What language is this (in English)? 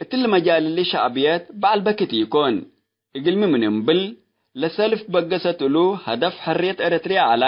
Tigre